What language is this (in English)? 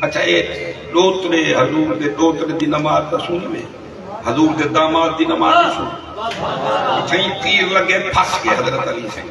Saraiki